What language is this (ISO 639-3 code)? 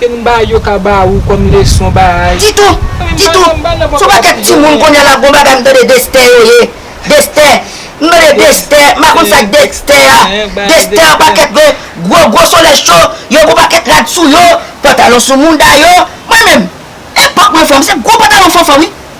hat